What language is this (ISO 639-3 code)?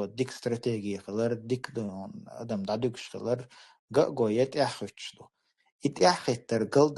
che